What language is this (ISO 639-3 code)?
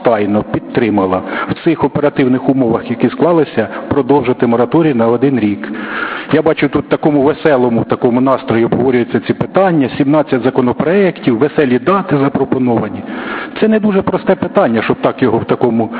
ukr